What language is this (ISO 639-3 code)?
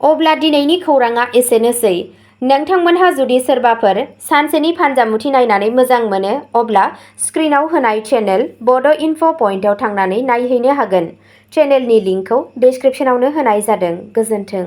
brx